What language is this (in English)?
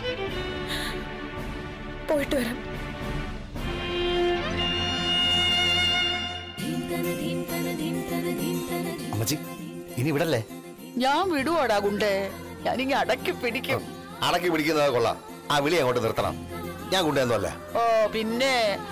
Malayalam